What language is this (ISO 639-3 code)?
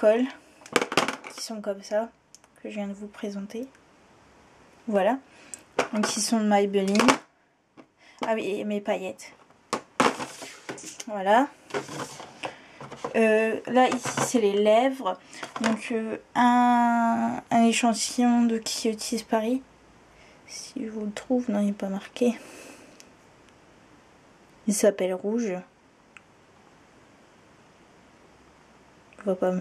fra